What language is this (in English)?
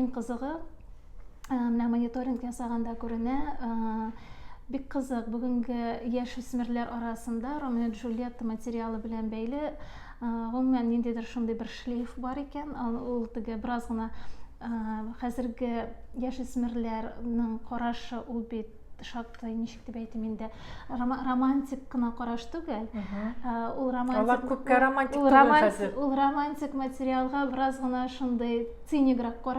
Tatar